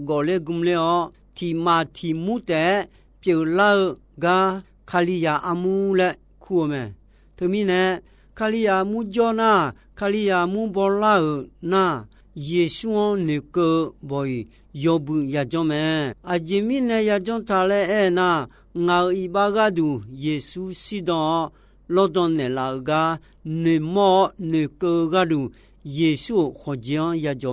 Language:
Akha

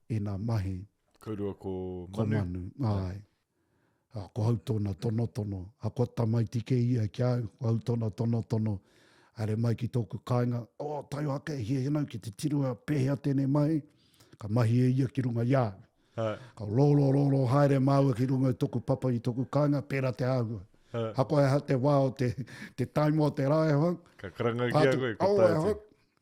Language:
Māori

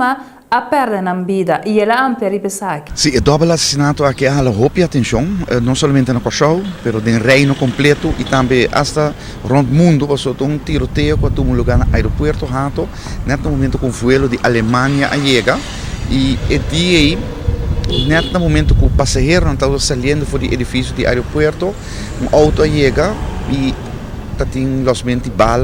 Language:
Papiamento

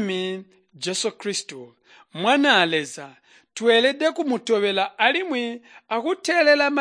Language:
Tonga (Zambia)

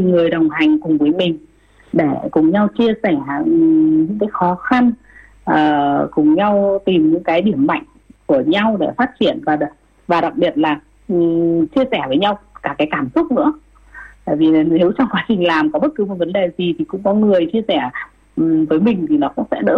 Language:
Vietnamese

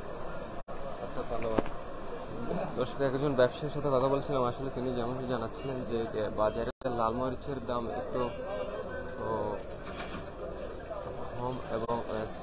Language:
Bangla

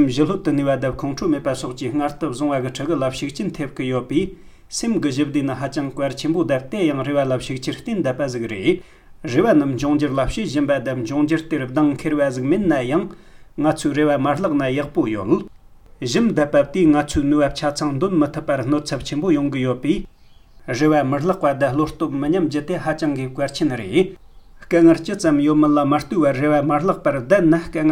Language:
Tibetan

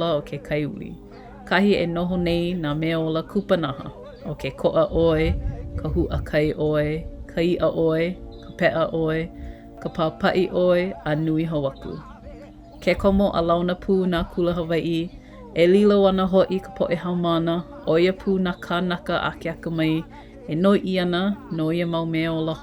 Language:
Hawaiian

